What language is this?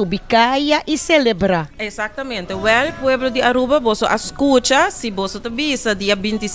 Papiamento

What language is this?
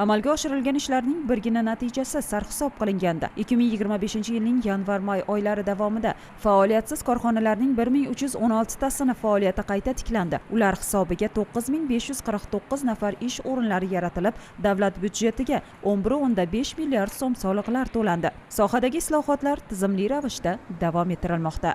Uzbek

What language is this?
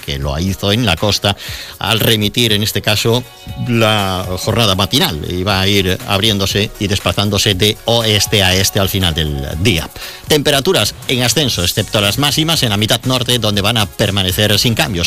Spanish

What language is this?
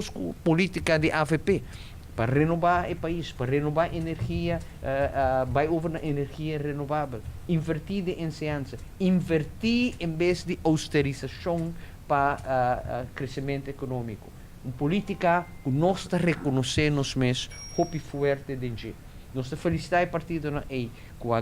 Papiamento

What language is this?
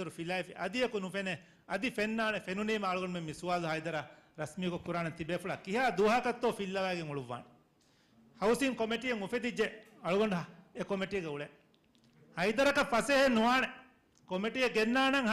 Divehi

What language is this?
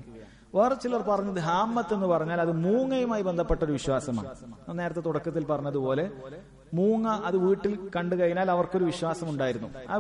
Malayalam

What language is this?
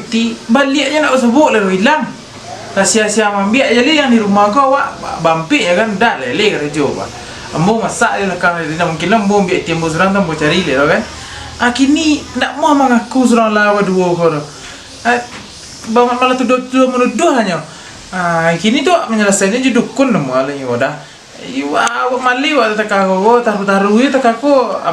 Minangkabau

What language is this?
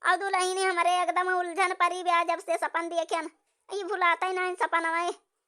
Awadhi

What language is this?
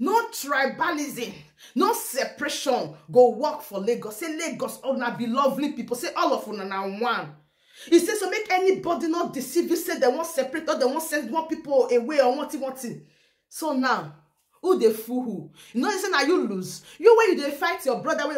Nigerian Pidgin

